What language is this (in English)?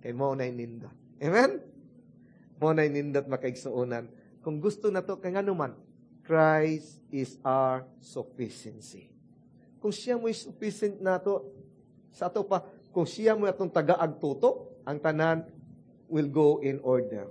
Cebuano